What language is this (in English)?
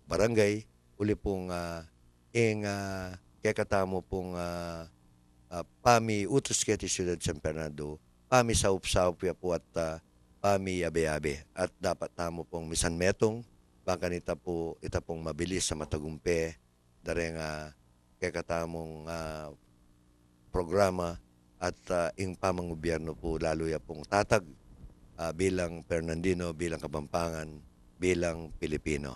Pampanga